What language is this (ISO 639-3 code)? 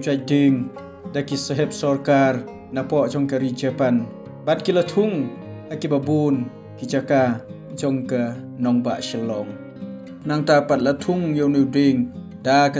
kha